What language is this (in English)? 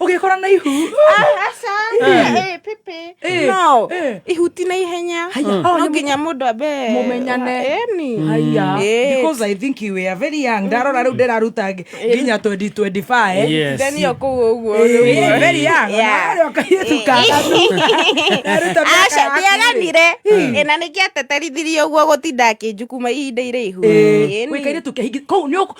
Kikuyu